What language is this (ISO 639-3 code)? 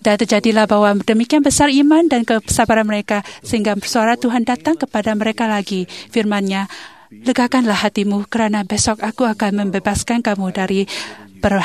msa